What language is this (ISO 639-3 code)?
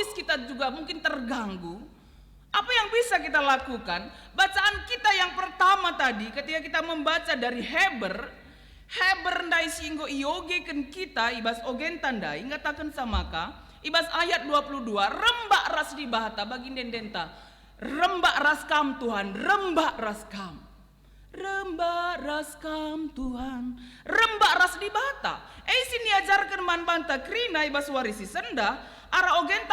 btx